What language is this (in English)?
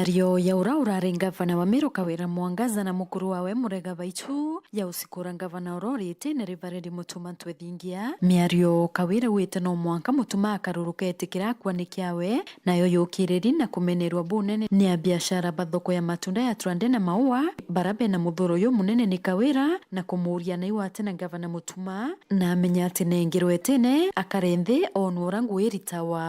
Meru